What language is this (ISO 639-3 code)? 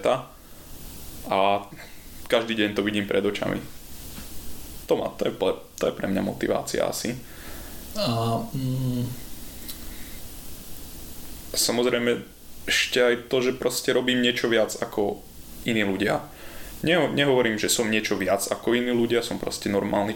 slk